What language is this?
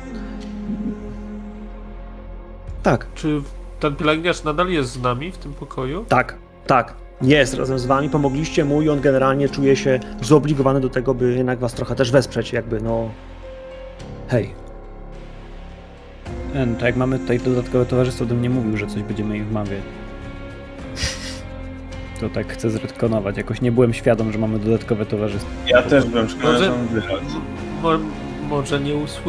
Polish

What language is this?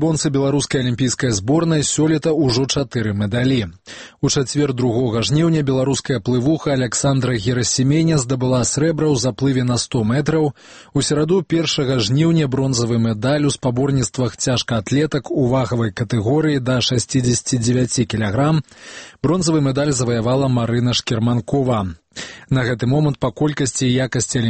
Belarusian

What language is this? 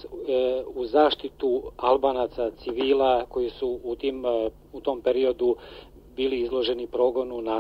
Serbian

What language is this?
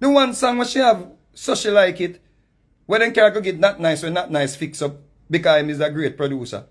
Jamaican Creole English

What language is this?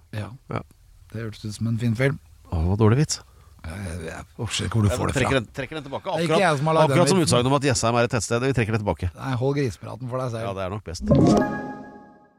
Norwegian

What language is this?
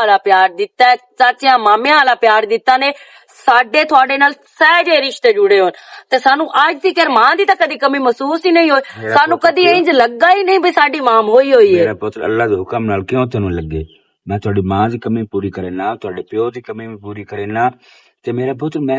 Western Panjabi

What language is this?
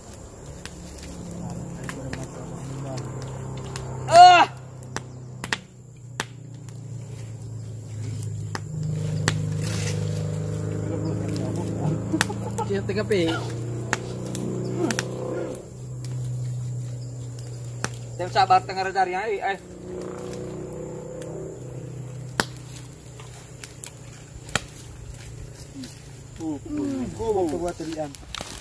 Malay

